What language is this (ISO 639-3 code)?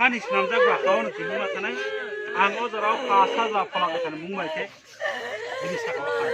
trp